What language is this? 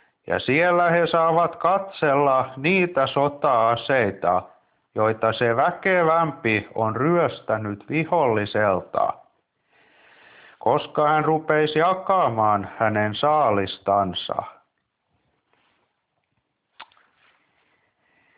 Finnish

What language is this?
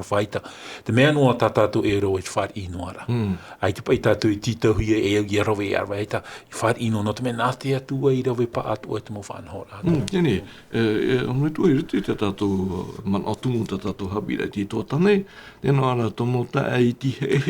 Tahitian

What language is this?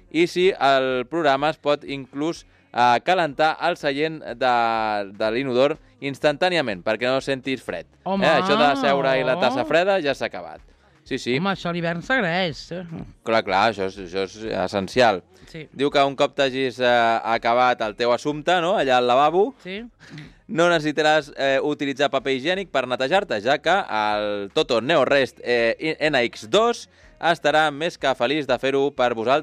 Catalan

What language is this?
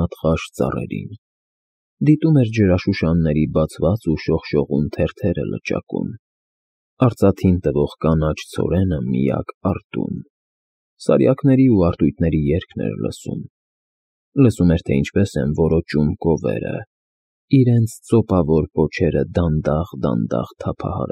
Armenian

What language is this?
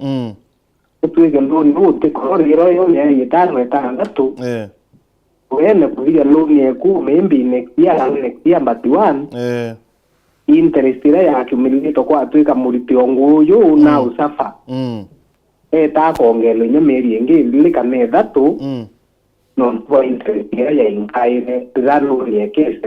Meru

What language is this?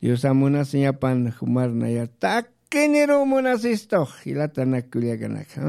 Aymara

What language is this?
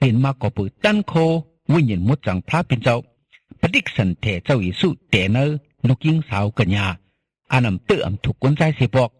Shan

